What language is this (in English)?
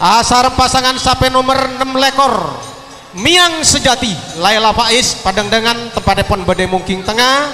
Madurese